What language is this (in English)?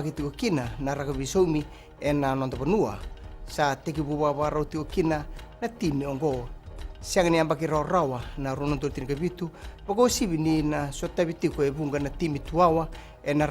Fijian